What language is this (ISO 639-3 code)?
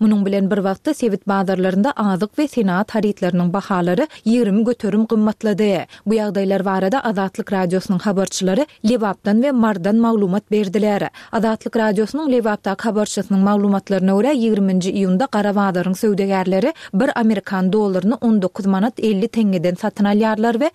tuk